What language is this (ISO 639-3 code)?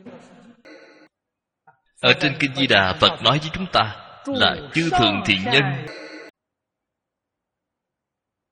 vie